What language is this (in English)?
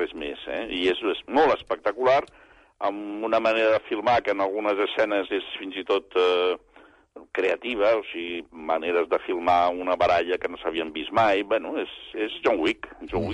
Catalan